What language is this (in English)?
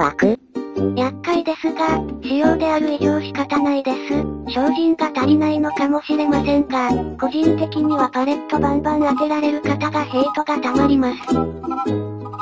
Japanese